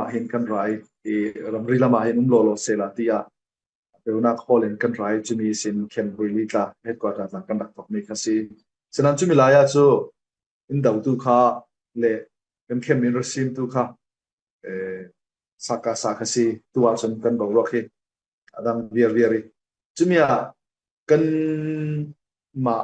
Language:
Falam Chin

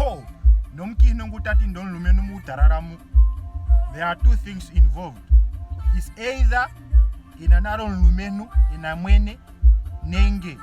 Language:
Ndonga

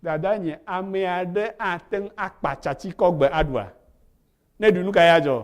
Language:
Ewe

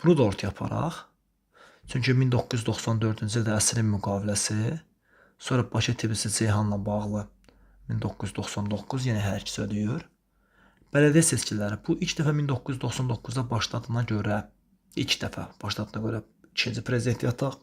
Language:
Azerbaijani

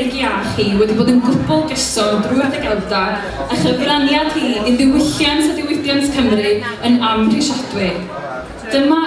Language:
Welsh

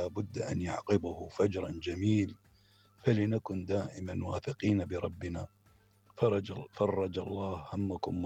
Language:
Mesopotamian Arabic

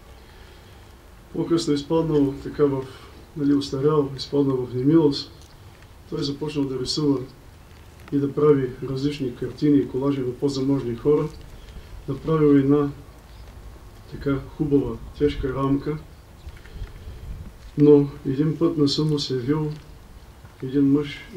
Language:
Bulgarian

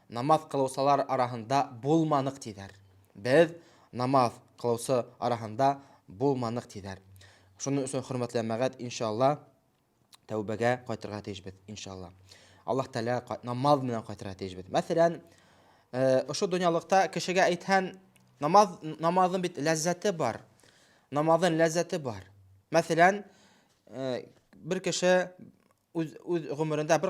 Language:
Bashkir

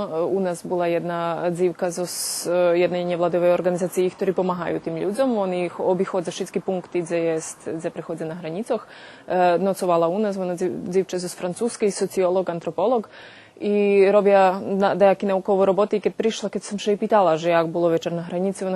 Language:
Rusyn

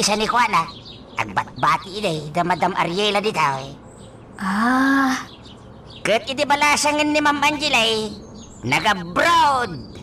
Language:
Iloko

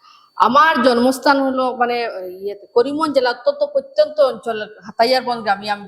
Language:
Sylheti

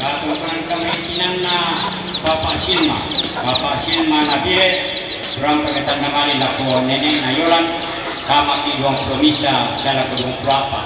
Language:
Toraja-Sa'dan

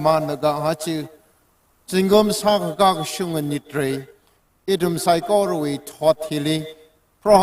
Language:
Tangkhul Naga (India)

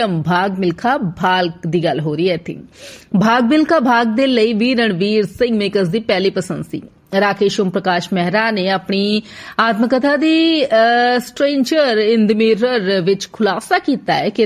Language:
Punjabi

